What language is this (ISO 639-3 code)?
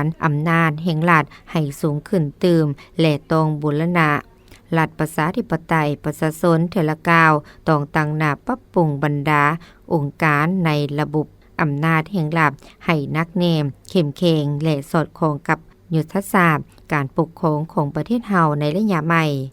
lao